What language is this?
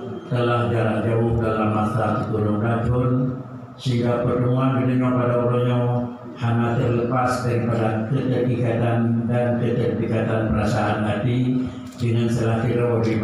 Achinese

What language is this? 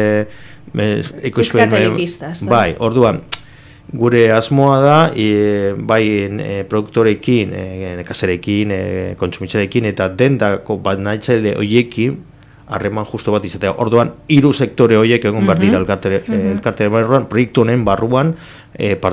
Basque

